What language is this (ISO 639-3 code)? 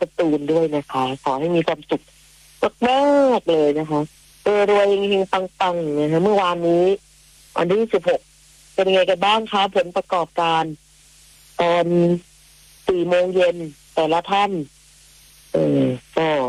tha